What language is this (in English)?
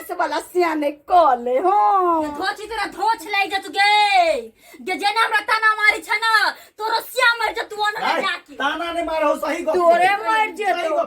Maithili